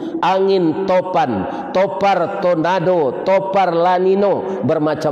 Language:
Minangkabau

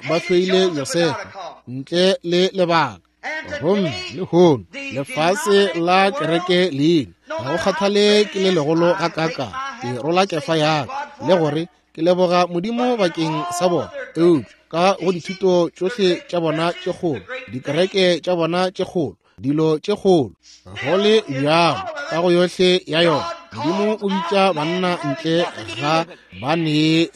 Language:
Northern Sotho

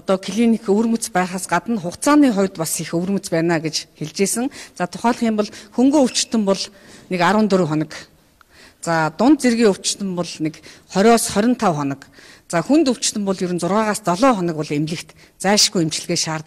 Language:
Mongolian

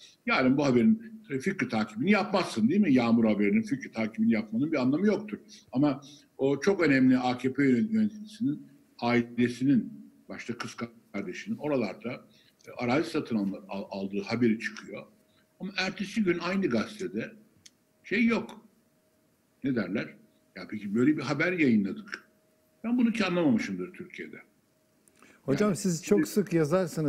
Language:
Turkish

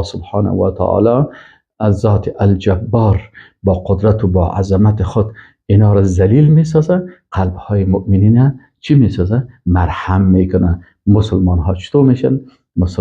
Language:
Persian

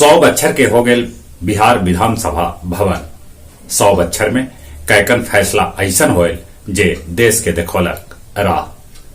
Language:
Magahi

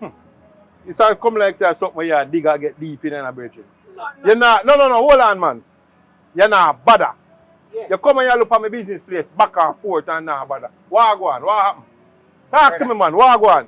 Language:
Jamaican Creole English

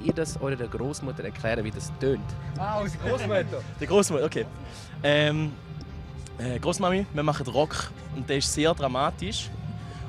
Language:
Romansh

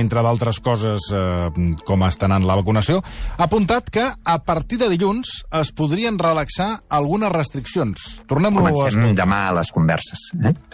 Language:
Catalan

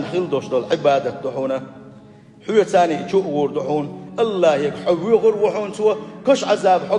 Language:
Chechen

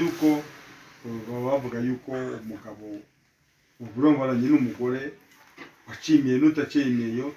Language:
Kinyarwanda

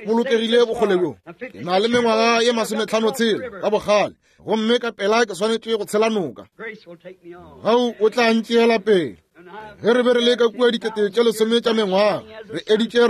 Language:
Northern Sotho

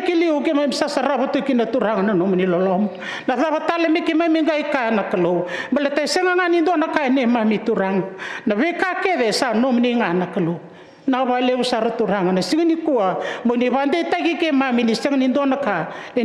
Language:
Fijian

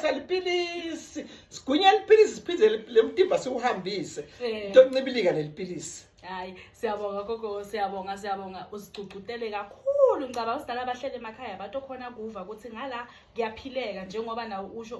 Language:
Zulu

